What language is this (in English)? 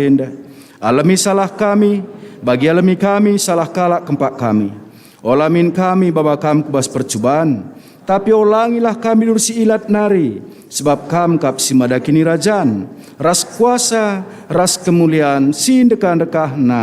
Batak Karo